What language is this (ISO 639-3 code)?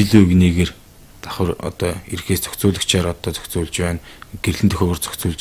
mon